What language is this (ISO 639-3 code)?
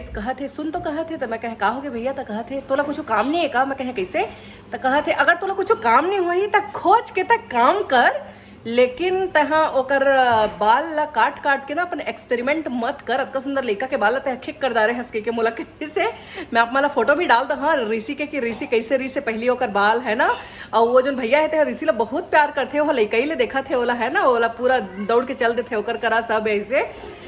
hne